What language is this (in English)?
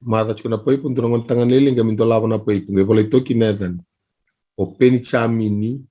Fijian